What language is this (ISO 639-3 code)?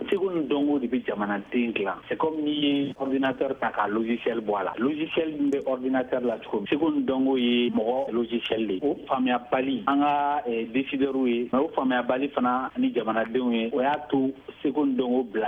bam